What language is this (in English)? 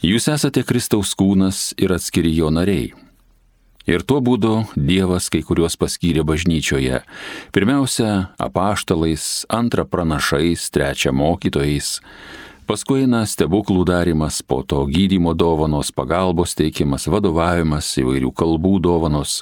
Lithuanian